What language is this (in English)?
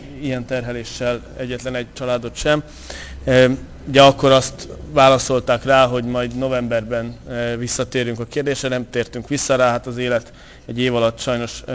Hungarian